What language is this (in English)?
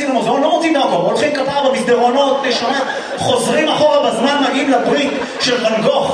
Hebrew